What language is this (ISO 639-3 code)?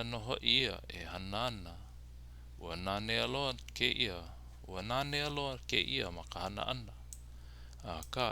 haw